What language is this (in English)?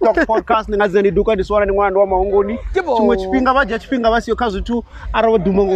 Venda